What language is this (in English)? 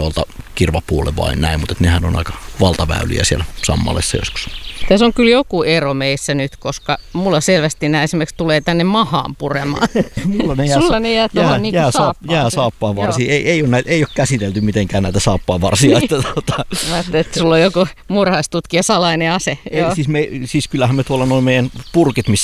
Finnish